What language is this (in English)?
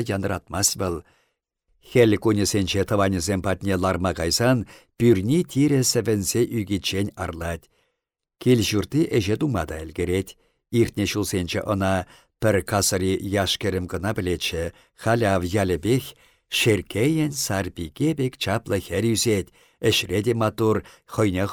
Chuvash